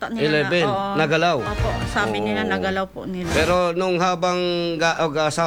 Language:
Filipino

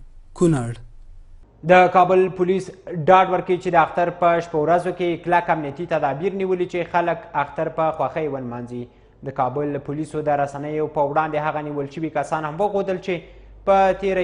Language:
Pashto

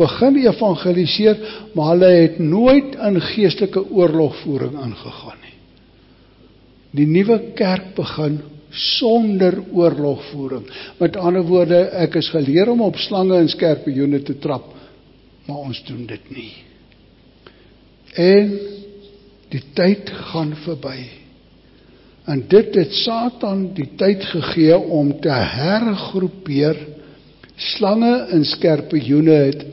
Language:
Afrikaans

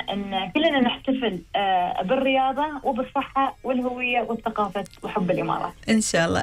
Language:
Gulf Arabic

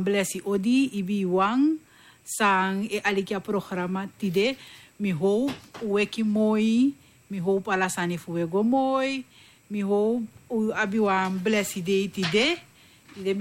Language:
Sranan Tongo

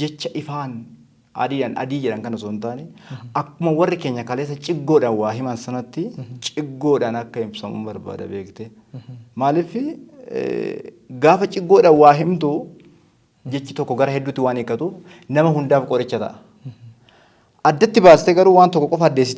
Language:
Oromo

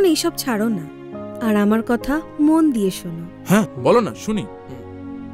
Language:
Bangla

